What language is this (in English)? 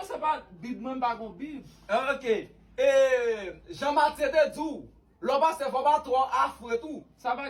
Haitian Creole